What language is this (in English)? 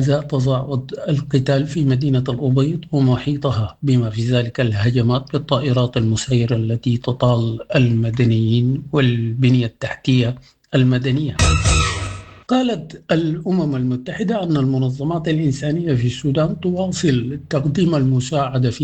Sudanese Arabic